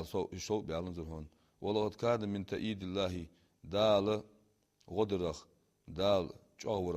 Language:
Ingush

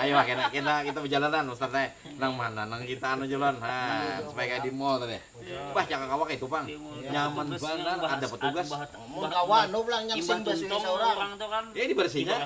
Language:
Banjar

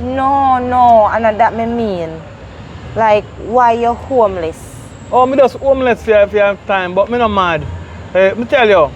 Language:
Jamaican Creole English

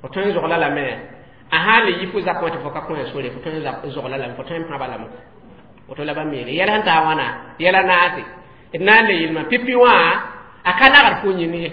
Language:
Mossi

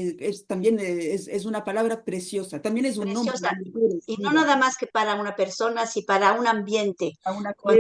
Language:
Ladino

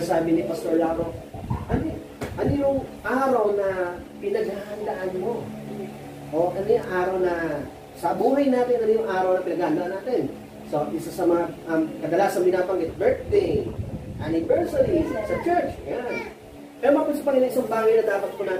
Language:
Filipino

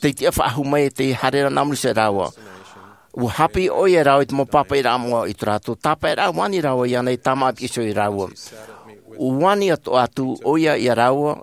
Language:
Tahitian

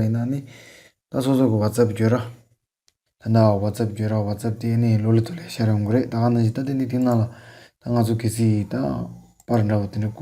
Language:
Tibetan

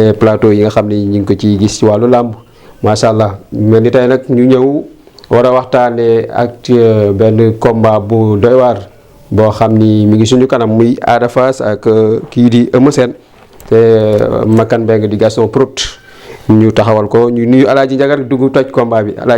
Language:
Wolof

